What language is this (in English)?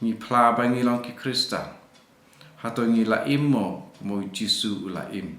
Khasi